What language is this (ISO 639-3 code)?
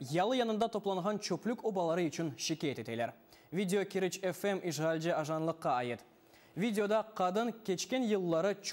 crh